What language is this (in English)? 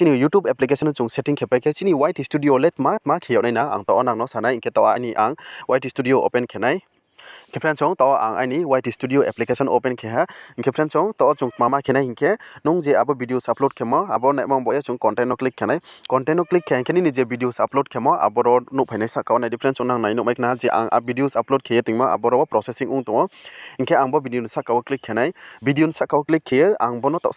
Riang (India)